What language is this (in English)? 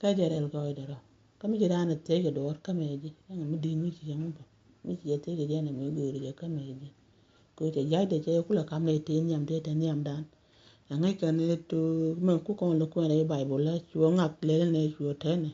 Nuer